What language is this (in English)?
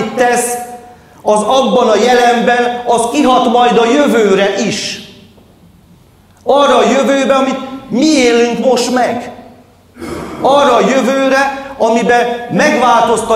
Hungarian